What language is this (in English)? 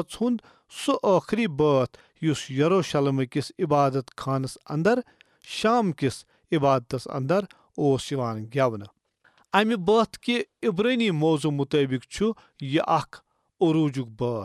Kashmiri